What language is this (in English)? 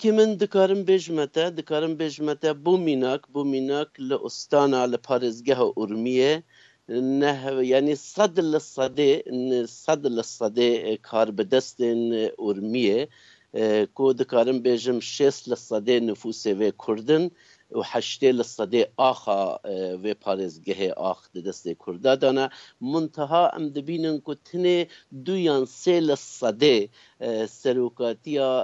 Kurdish